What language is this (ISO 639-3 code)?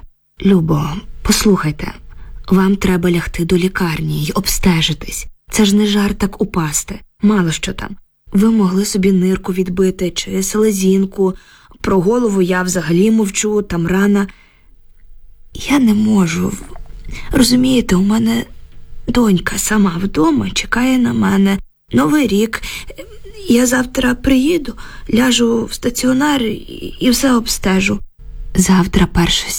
ukr